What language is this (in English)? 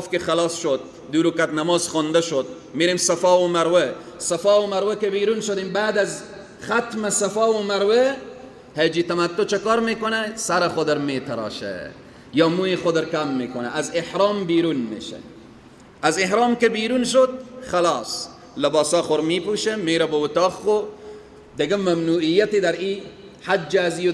Persian